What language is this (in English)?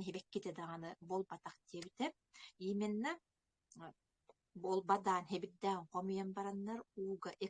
Yakut